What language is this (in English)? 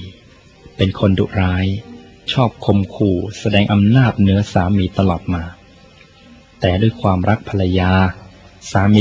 Thai